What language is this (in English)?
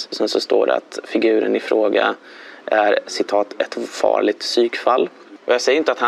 Swedish